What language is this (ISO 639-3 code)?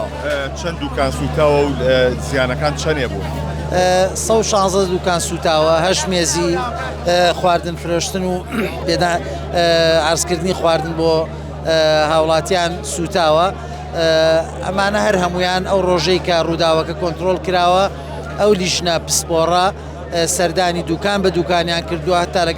ckb